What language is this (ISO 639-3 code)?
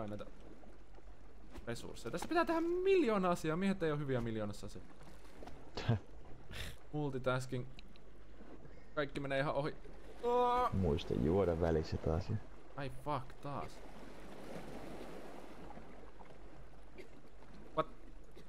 fin